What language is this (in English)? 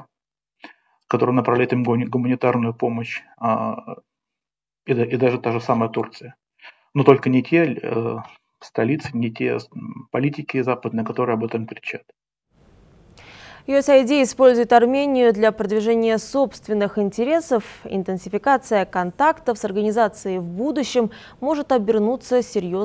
Russian